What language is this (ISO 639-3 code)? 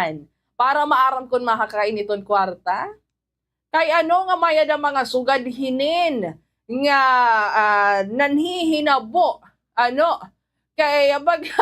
war